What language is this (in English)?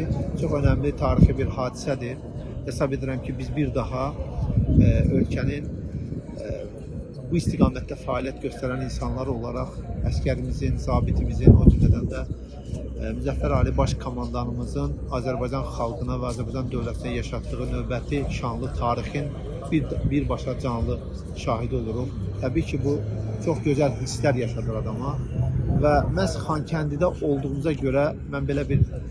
Azerbaijani